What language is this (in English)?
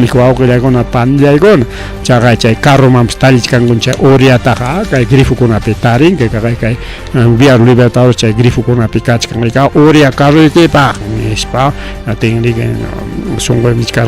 Ayacucho Quechua